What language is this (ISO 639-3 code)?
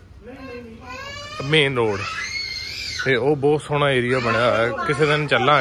pan